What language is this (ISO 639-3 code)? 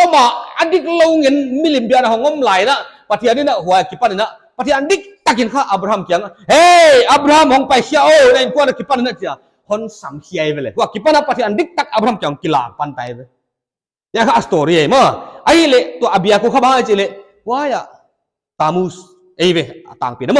pck